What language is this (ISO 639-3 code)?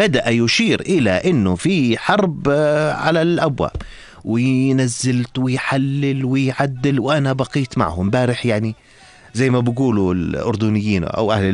apc